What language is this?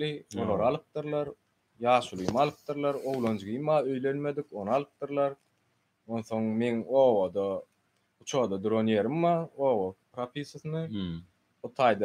Turkmen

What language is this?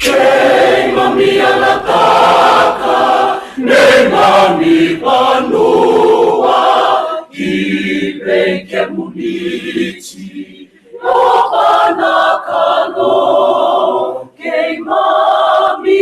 Fijian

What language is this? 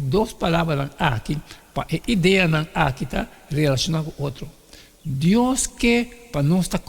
Papiamento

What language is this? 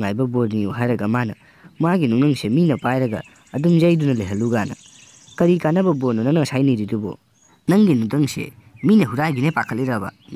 Manipuri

